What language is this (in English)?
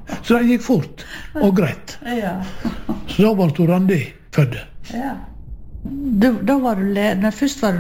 Norwegian